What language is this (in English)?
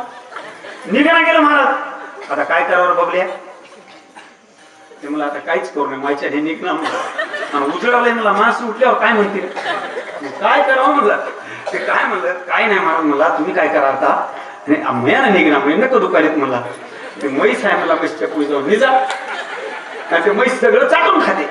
Marathi